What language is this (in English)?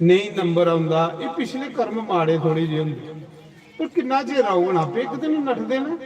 Dogri